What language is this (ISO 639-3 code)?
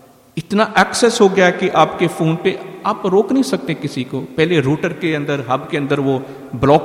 urd